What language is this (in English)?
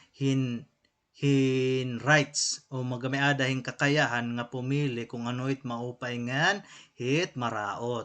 Waray